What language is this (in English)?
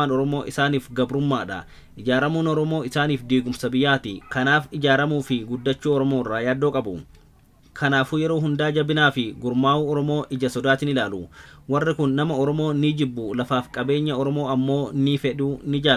Oromo